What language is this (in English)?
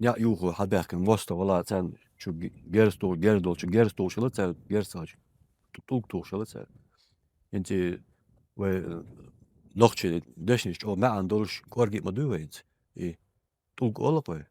Chechen